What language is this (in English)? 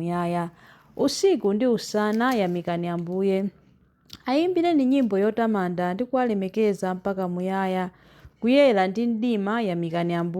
Nyanja